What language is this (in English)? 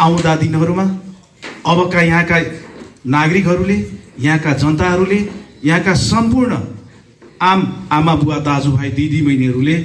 Nepali